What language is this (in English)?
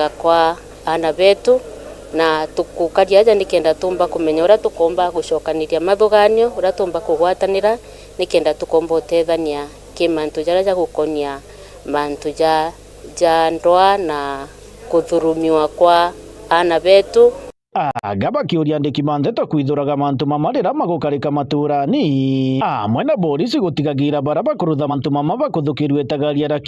Meru